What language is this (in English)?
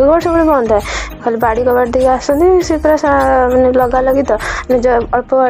Odia